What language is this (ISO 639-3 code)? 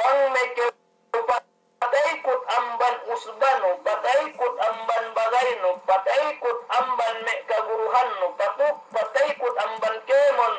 yka